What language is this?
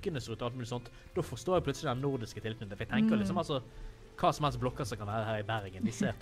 Norwegian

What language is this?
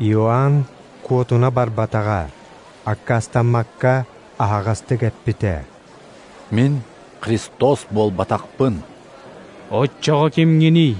Yakut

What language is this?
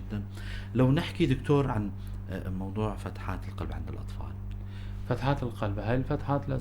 North Levantine Arabic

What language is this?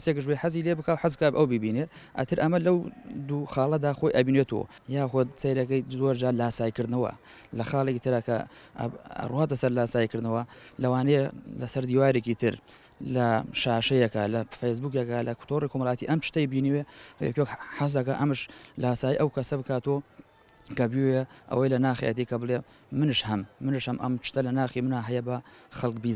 Central Kurdish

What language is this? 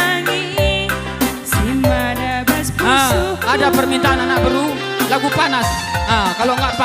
Batak Karo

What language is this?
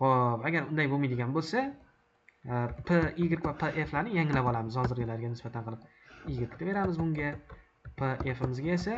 Uzbek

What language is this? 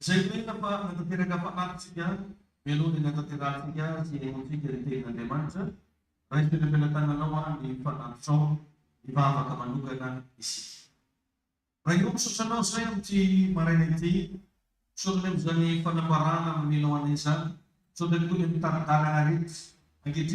Malagasy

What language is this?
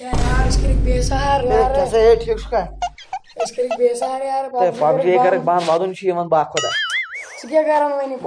Kashmiri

